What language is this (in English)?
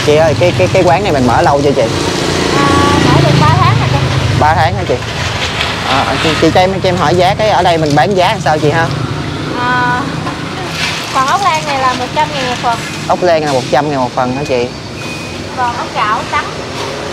Vietnamese